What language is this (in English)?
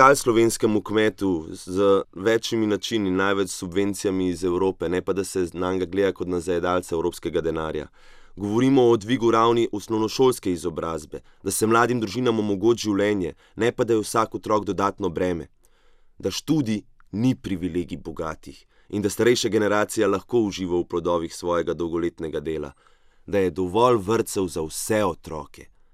Slovenian